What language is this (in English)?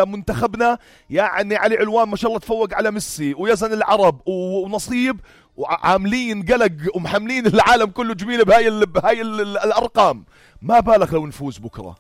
North Levantine Arabic